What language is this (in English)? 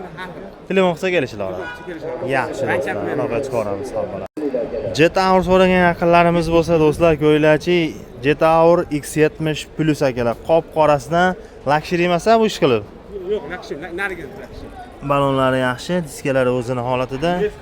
Uzbek